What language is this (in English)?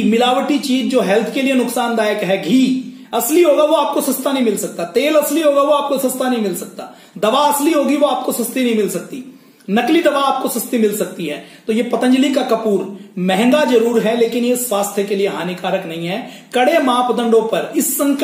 Hindi